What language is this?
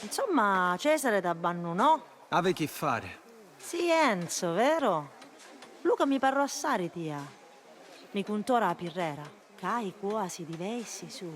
Sicilian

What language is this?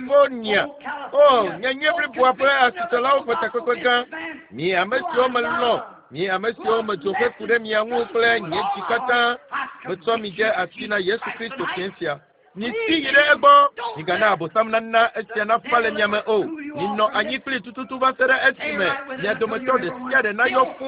Ewe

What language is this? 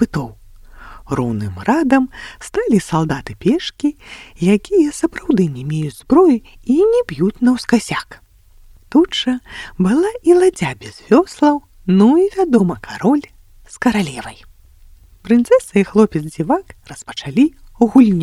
Belarusian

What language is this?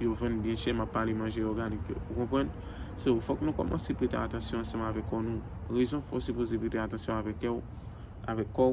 Haitian Creole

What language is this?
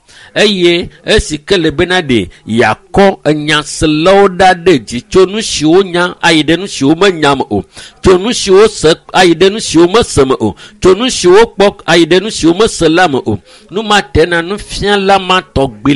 Ewe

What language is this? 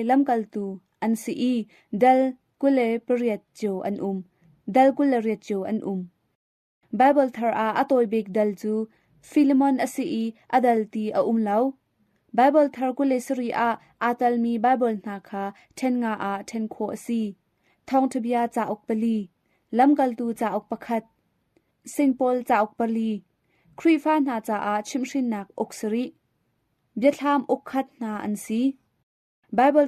Hakha Chin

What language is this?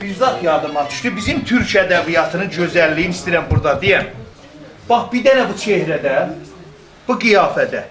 South Azerbaijani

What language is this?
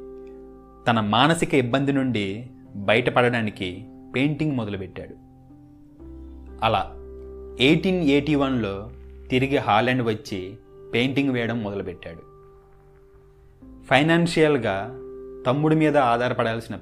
Telugu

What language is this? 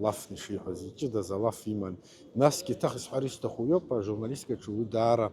Abkhazian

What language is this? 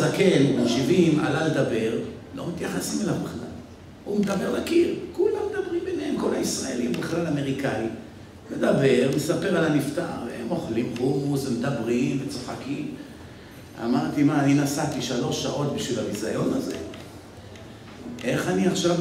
Hebrew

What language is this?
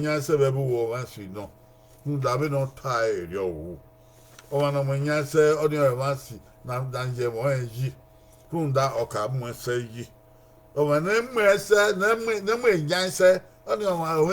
Bini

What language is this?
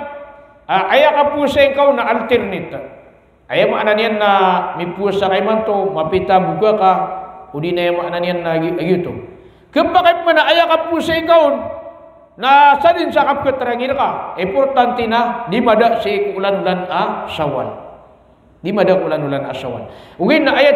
Maranao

